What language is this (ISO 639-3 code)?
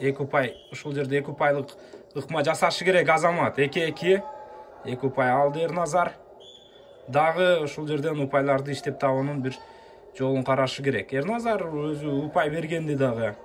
kir